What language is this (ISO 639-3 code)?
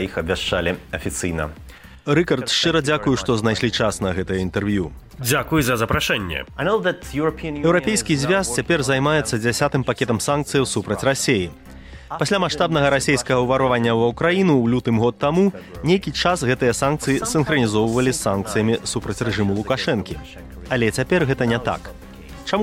bel